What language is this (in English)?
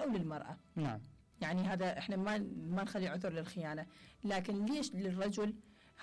Mesopotamian Arabic